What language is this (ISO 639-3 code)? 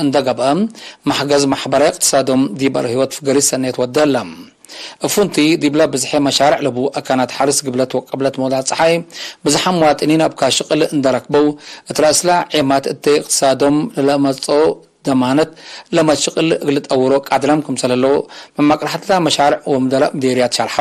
tig